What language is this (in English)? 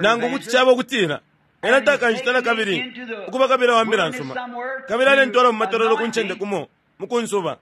Bemba